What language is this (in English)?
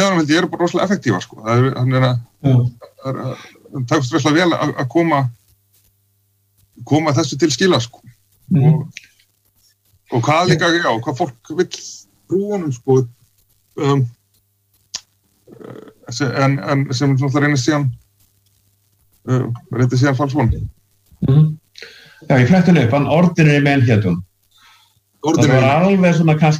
Icelandic